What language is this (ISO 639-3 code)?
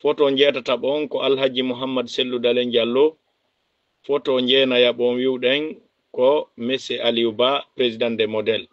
ful